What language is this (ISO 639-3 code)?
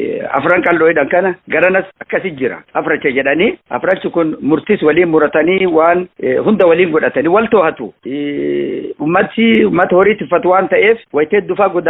orm